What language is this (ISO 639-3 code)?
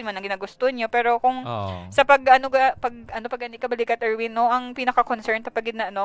hil